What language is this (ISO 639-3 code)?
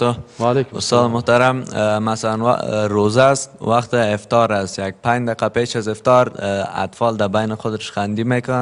fas